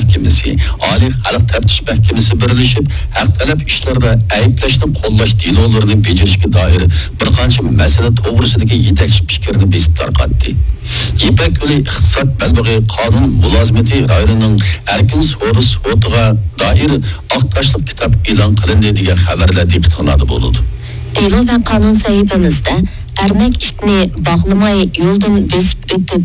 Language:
Uyghur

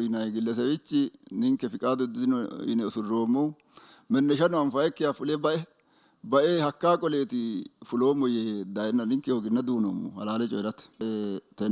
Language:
Sidamo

